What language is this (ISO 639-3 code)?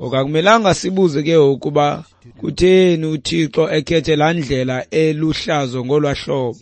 xho